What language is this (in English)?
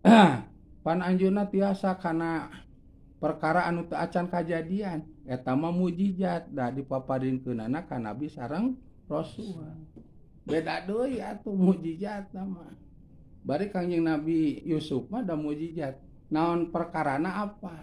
Sundanese